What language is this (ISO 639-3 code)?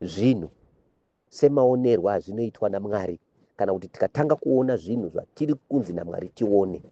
sna